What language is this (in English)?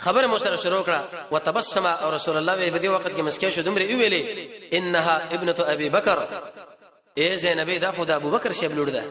Pashto